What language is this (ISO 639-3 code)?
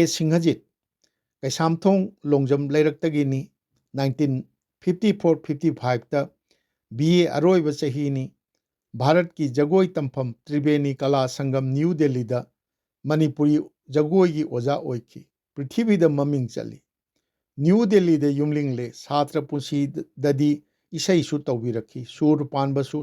mni